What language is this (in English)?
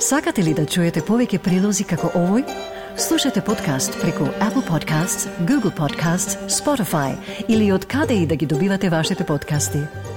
Macedonian